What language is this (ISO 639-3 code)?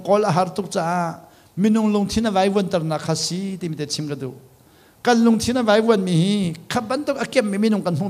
cnh